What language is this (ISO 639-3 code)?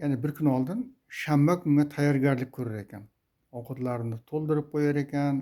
uzb